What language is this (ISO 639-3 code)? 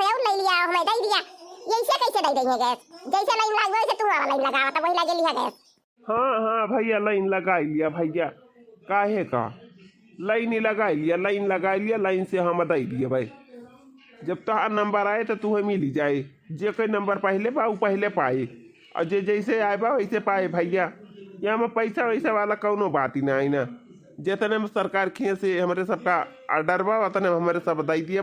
awa